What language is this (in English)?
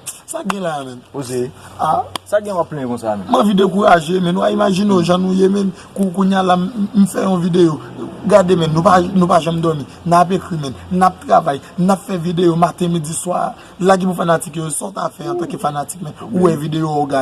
Haitian Creole